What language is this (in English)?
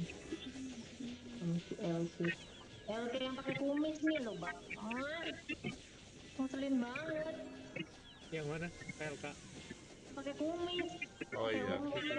Indonesian